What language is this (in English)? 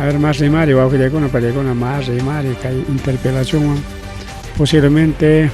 Ayacucho Quechua